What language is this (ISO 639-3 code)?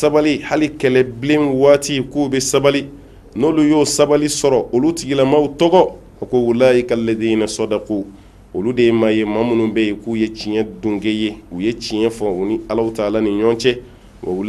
bam